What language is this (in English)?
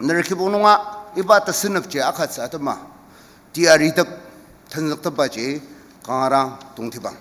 Ao Naga